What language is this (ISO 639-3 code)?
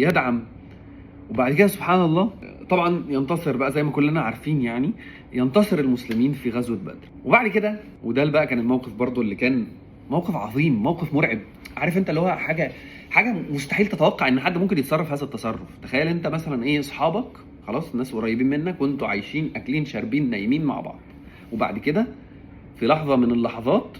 arz